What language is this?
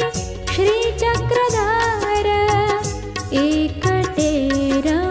Marathi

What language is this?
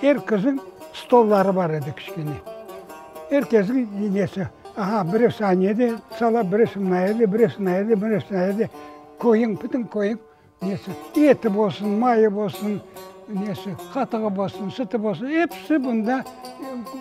Crimean Tatar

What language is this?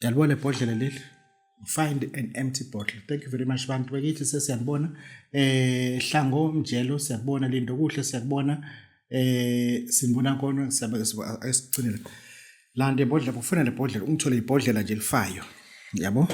Zulu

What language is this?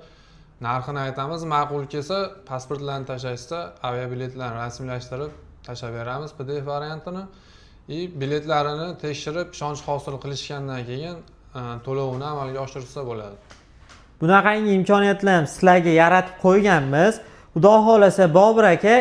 Uzbek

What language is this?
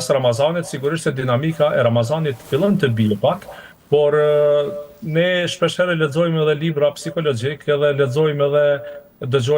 Albanian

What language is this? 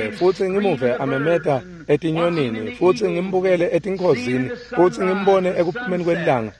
Swati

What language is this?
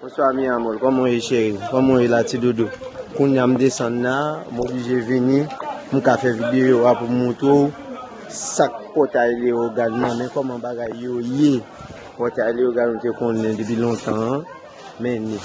Haitian Creole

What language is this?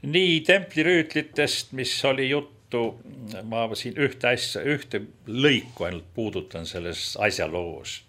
Estonian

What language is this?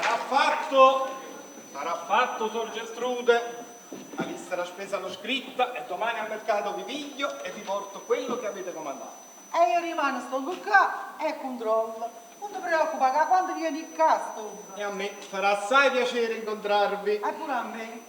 Neapolitan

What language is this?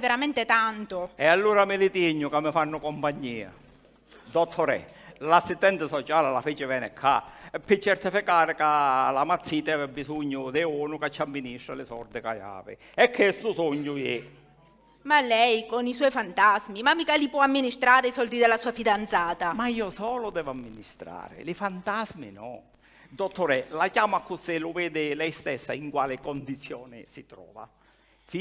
Sicilian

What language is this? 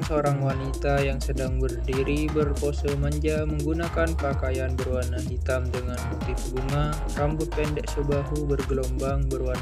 Indonesian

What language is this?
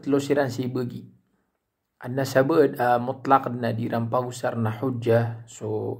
Maranao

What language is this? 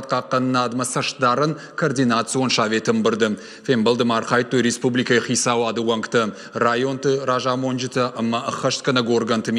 Ossetic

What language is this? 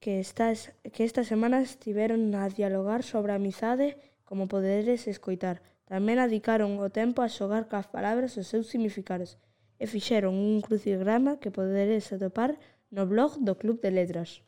Galician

